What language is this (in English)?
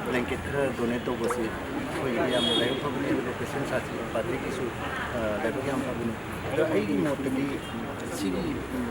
Manipuri